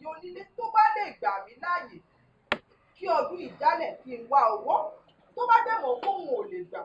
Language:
Yoruba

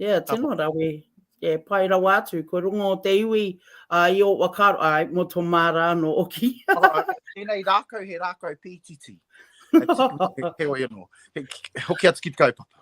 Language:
Māori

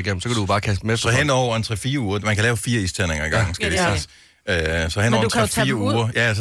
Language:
Danish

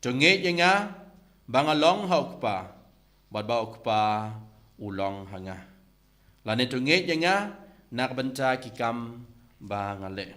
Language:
Khasi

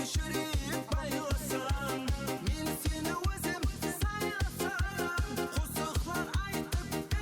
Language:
Kara-Kalpak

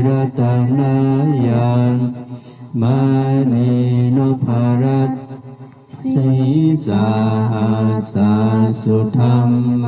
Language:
Pali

